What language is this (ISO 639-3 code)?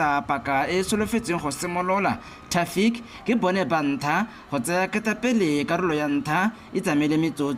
tsn